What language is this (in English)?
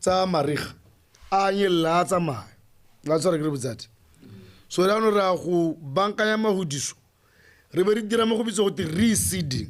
Tswana